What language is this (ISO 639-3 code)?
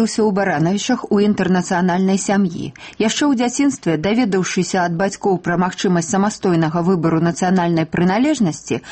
bel